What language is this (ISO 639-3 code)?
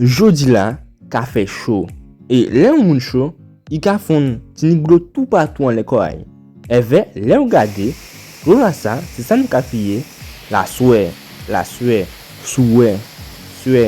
gcf